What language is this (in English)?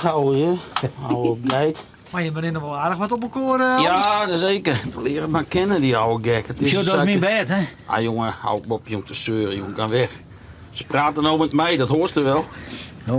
Western Frisian